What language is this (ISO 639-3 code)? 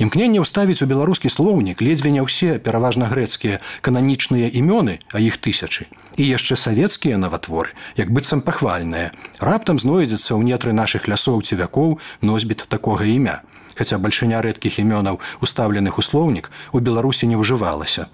bel